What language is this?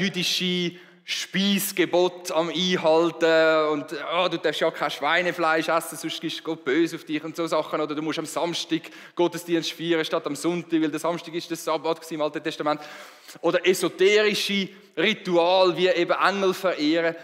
Swiss German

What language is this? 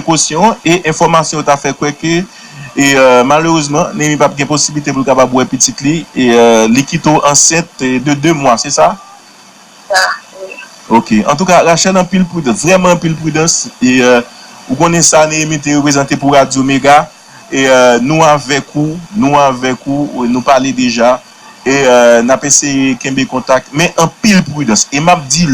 Haitian Creole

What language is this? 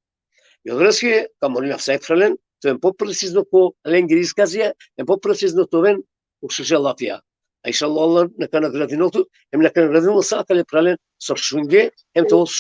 Balkan Romani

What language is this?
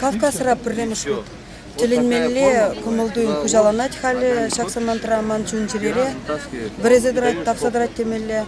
Chuvash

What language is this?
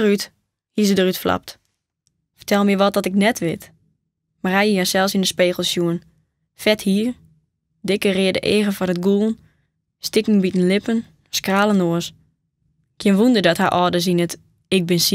Western Frisian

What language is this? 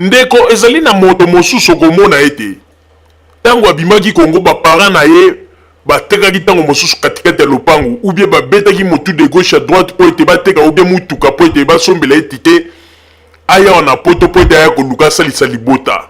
Lingala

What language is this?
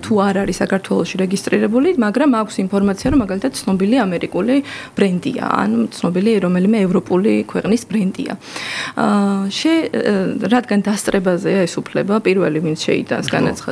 Georgian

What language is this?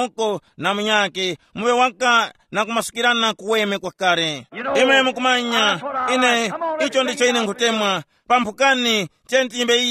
Tumbuka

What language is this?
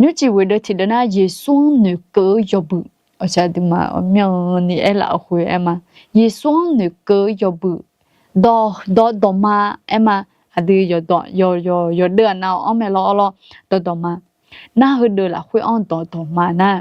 Akha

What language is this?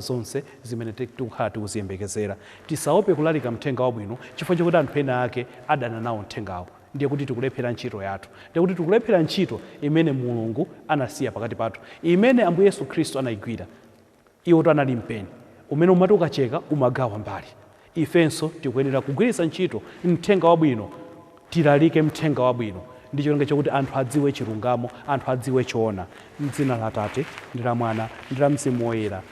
Nyanja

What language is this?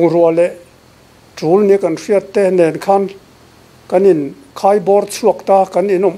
Mizo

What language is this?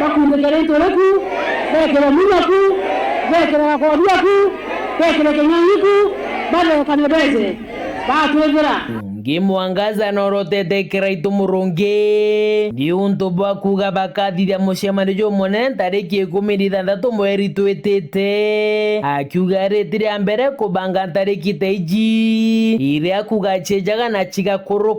Meru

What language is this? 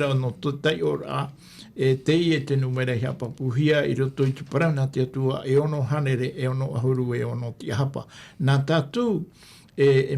Tahitian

